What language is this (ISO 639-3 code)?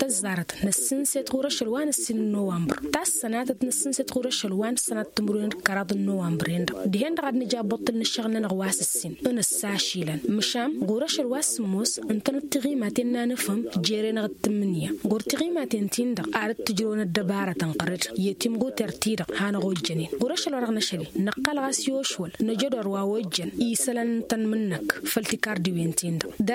taq